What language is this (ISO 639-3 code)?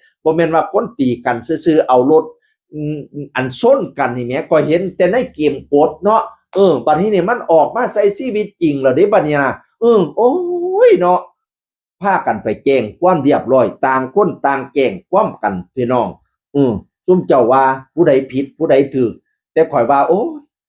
tts